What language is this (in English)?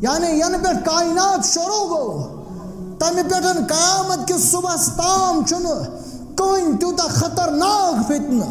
Kashmiri